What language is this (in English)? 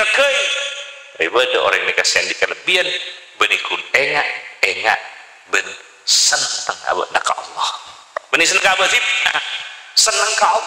Madurese